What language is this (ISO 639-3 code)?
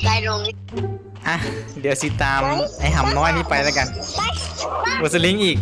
lao